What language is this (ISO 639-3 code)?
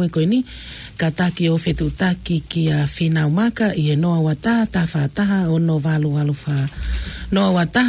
ton